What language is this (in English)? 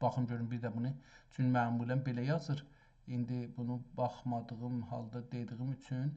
South Azerbaijani